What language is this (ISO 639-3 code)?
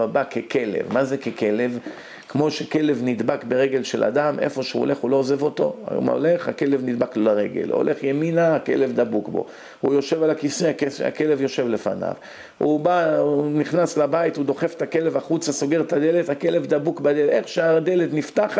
heb